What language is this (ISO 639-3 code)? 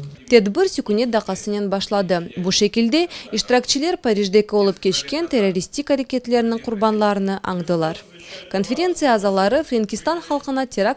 crh